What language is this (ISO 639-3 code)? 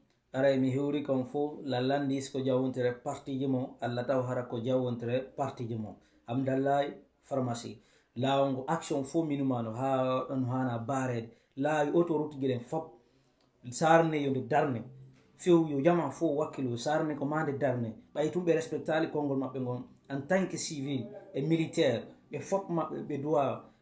ful